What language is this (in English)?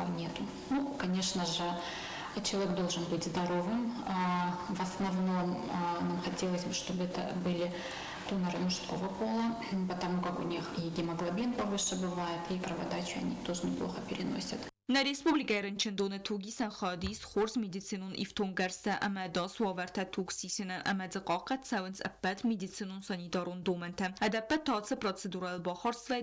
Ossetic